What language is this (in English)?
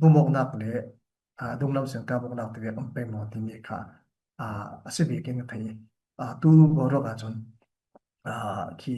Falam Chin